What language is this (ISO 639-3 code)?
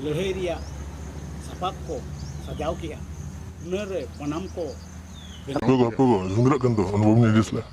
sat